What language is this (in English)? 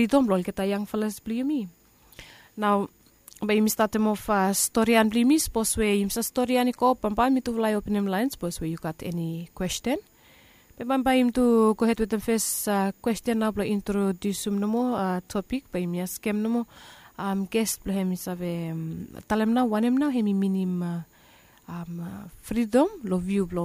Bislama